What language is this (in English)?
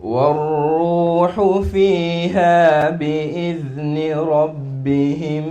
Divehi